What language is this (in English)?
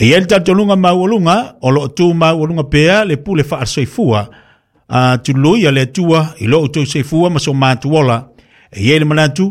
Samoan